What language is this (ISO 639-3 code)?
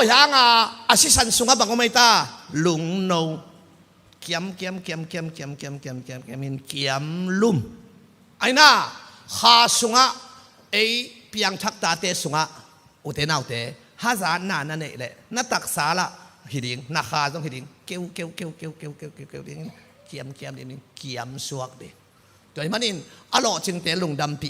ctd